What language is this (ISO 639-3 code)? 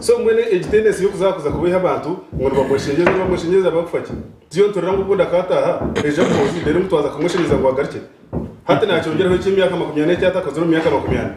nyn